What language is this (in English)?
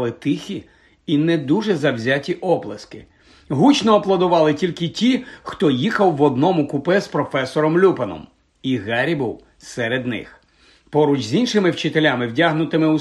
Ukrainian